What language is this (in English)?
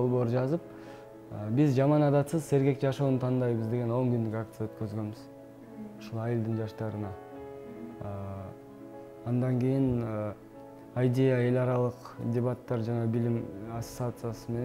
Kyrgyz